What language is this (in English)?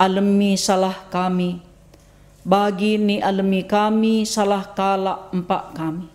Batak Karo